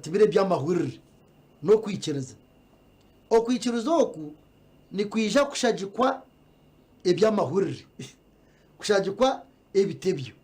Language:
Nyankole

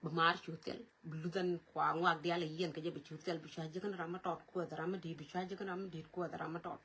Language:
Nuer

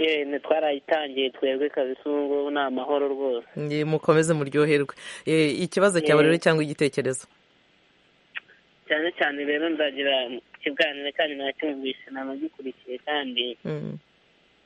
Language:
Kinyarwanda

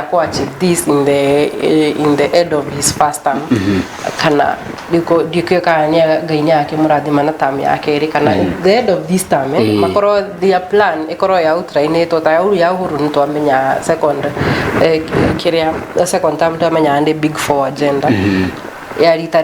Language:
Kikuyu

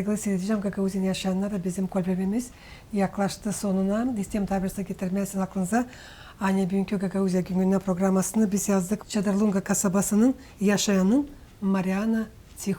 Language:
Gagauz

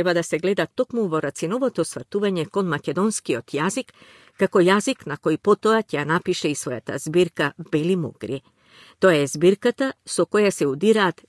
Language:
Macedonian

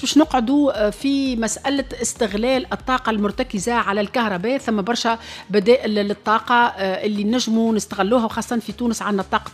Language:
Tunisian Arabic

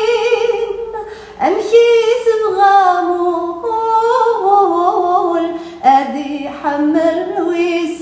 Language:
Kabyle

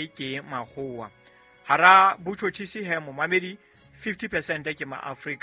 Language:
Southern Sotho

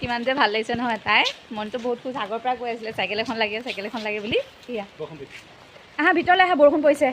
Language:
Assamese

